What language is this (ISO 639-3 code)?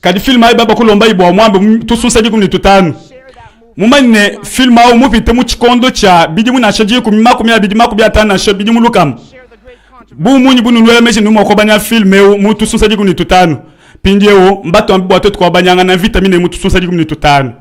lua